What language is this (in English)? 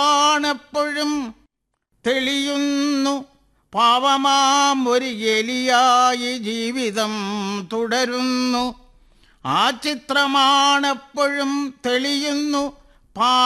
Malayalam